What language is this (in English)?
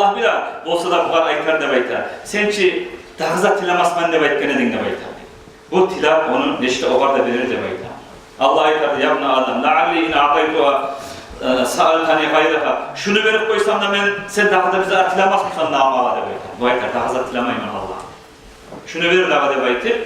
Kumyk